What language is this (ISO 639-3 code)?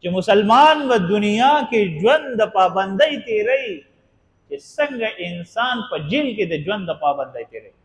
pus